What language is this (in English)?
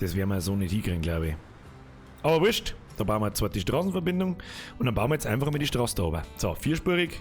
Bavarian